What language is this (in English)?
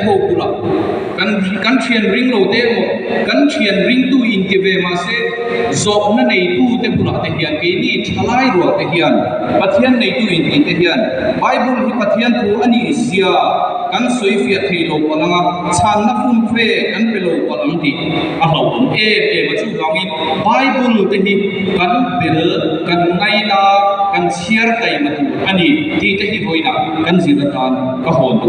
Mizo